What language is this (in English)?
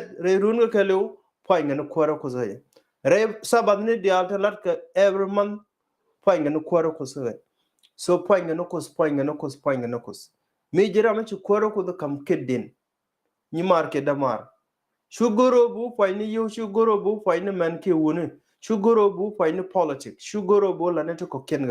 Nuer